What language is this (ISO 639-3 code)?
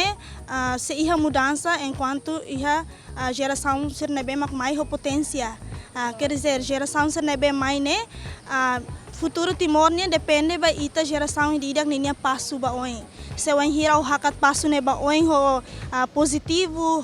tet